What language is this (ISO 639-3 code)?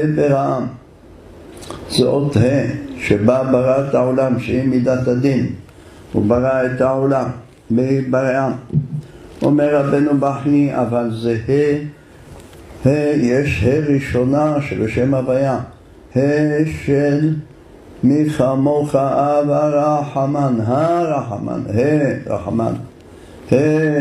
heb